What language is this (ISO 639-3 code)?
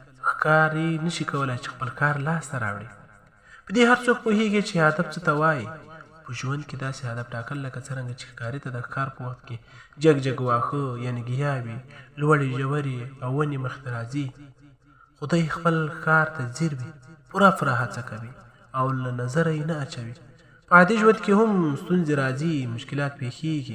pus